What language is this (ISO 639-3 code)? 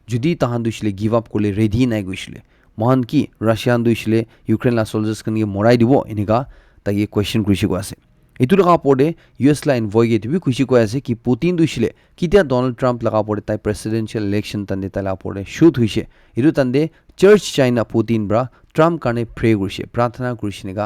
nag